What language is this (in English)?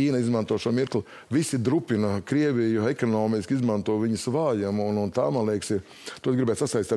Latvian